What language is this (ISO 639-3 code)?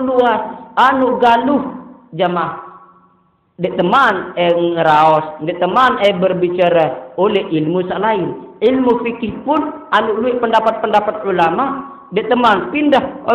sas